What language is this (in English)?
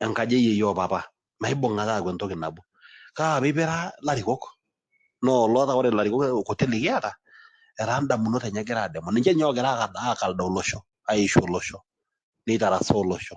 Masai